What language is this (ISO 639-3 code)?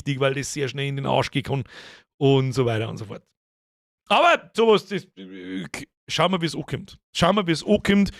bar